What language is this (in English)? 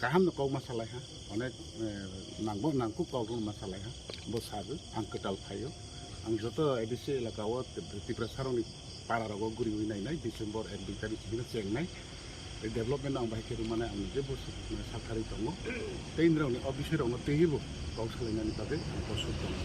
Kok Borok